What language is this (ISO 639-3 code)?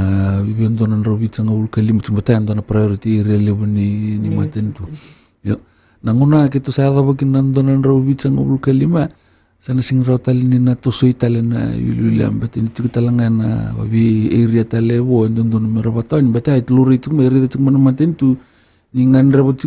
fij